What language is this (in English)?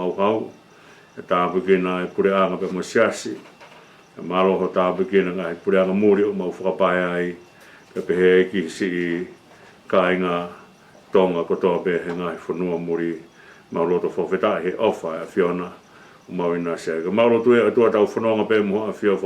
Tongan